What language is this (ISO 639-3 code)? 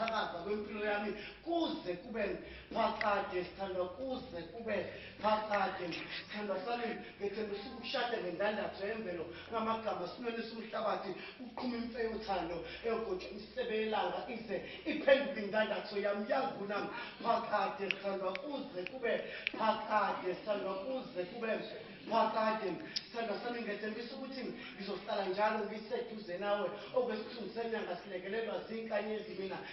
zul